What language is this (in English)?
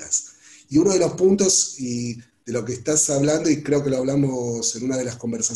Spanish